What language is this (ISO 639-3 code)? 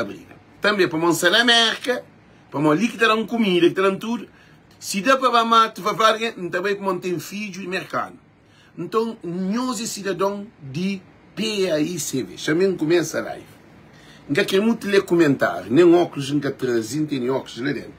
kea